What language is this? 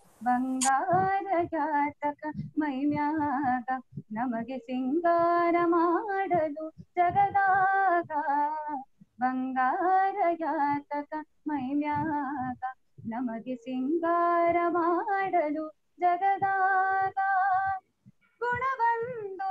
Kannada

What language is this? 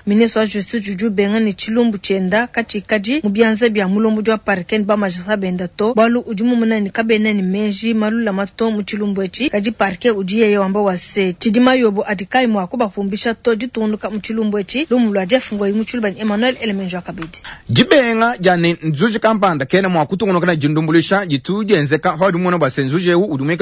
Luba-Lulua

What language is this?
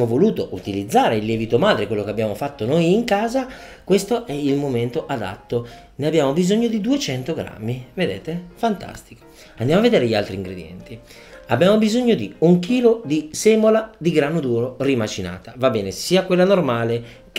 Italian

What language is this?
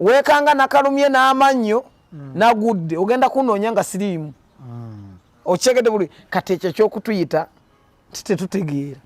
Ganda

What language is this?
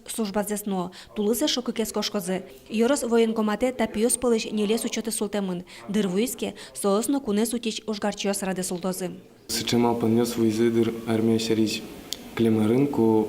Udmurt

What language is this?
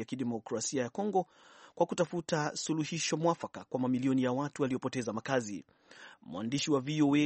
Swahili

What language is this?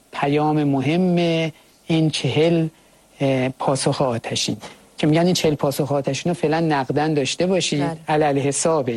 Persian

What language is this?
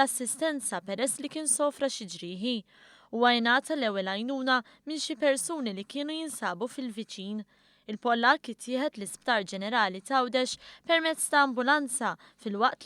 Maltese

